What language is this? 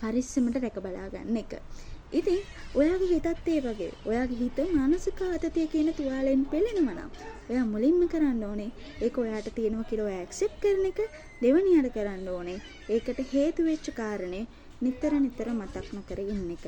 Sinhala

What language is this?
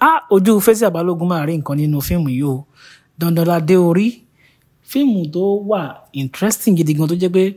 Yoruba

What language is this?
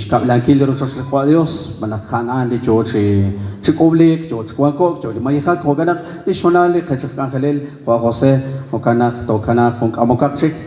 Kekchí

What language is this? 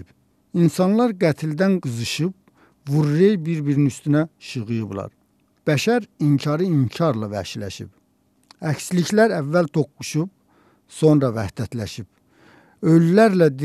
Azerbaijani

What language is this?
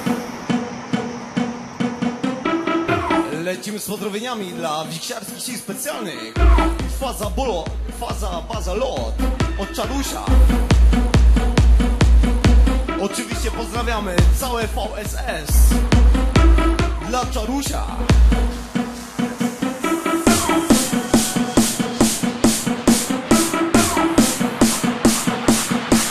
Polish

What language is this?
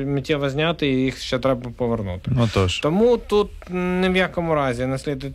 Ukrainian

